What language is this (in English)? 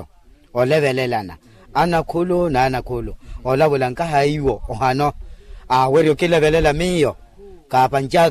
Makhuwa